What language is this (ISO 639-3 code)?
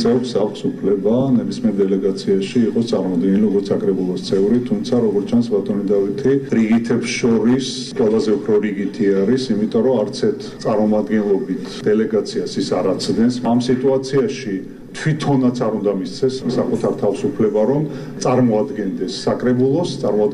kat